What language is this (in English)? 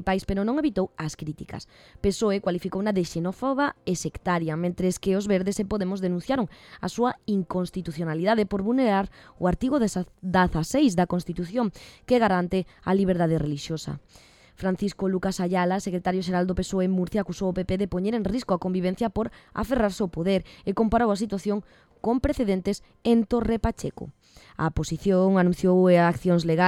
Galician